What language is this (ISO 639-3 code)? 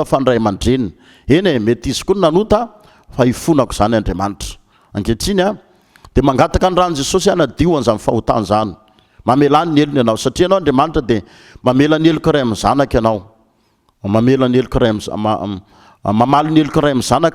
mlg